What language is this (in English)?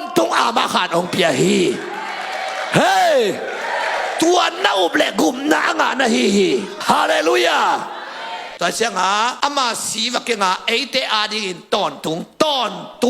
Tedim Chin